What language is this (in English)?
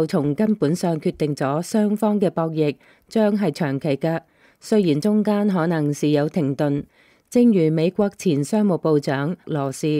Cantonese